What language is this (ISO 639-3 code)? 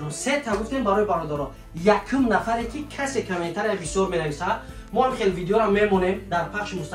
tgk